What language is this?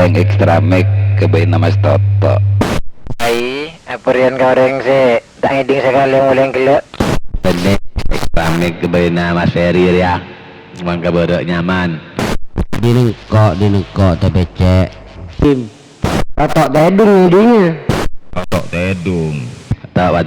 Madurese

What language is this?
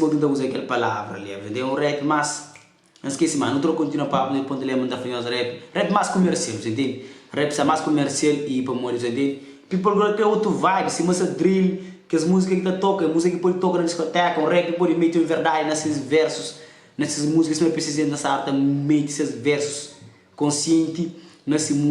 Kabuverdianu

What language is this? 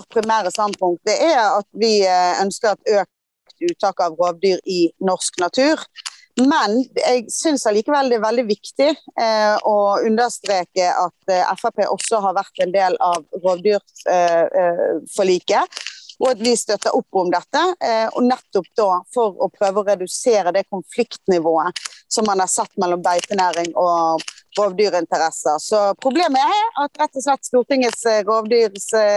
Norwegian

